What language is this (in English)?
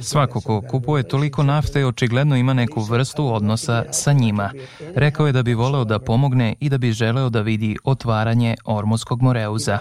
Serbian